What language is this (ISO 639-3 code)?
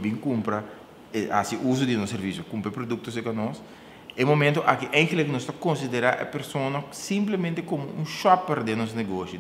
pap